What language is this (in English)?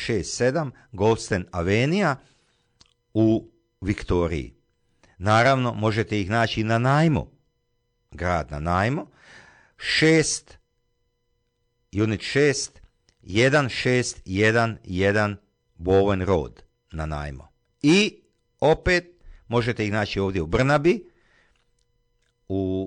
Croatian